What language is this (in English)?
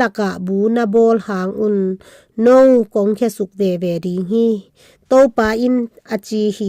Tedim Chin